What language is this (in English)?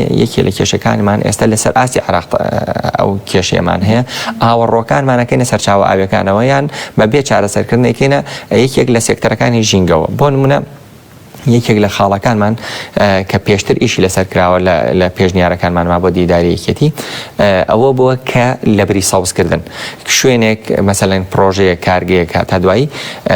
Central Kurdish